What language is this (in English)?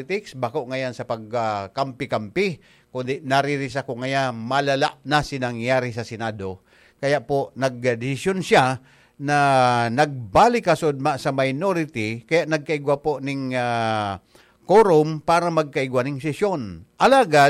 Bikol